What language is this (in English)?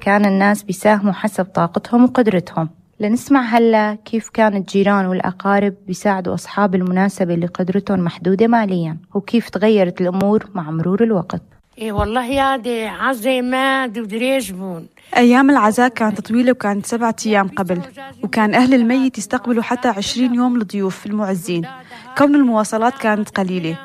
North Levantine Arabic